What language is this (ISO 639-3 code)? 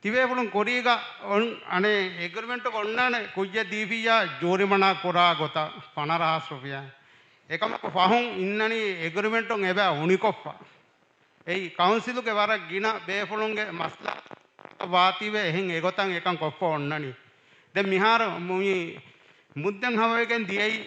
div